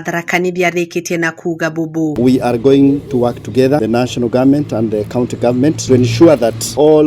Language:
Meru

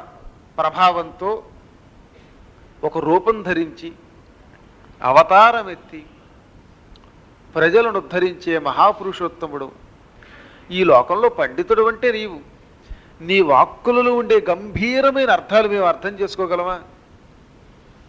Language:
Telugu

